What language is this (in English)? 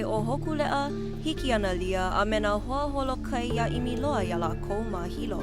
Hawaiian